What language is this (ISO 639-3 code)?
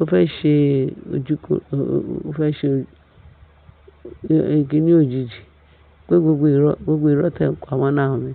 yor